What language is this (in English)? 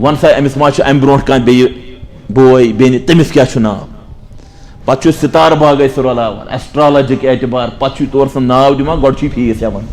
Kashmiri